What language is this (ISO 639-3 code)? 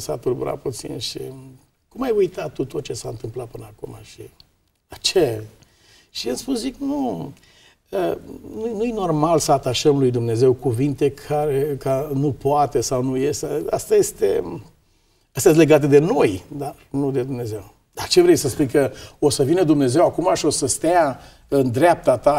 ron